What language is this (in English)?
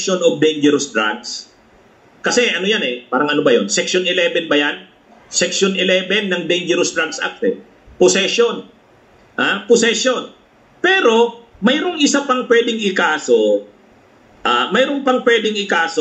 Filipino